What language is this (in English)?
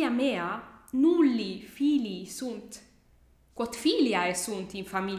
Latin